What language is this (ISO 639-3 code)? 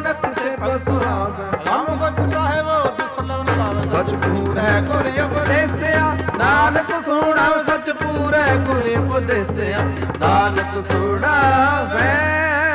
pan